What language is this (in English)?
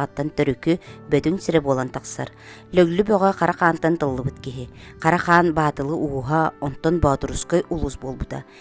Yakut